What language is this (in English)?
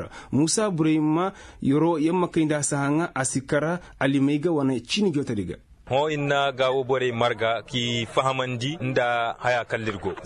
Koyraboro Senni